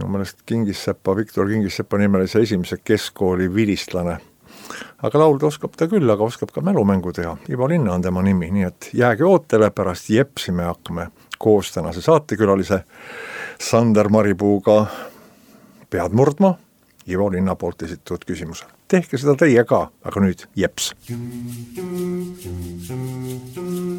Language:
Estonian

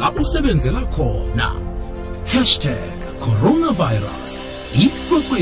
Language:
South Ndebele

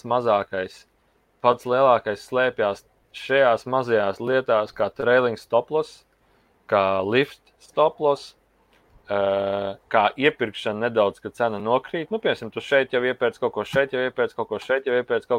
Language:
Latvian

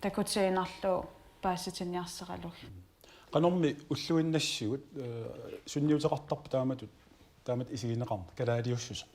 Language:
Kalaallisut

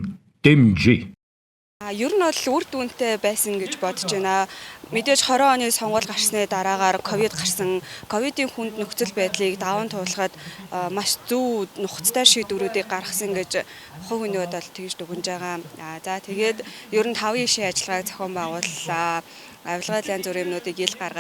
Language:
Mongolian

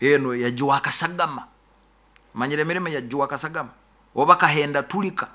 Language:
Nyoro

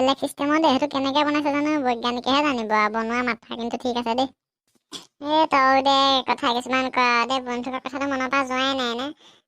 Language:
Assamese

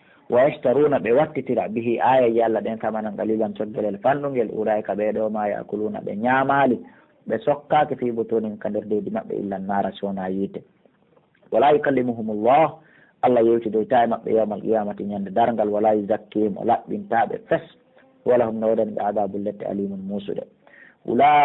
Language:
Pular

